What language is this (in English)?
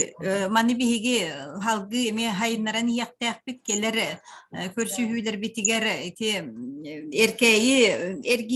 Yakut